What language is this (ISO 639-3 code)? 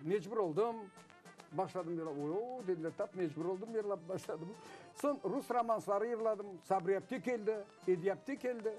crh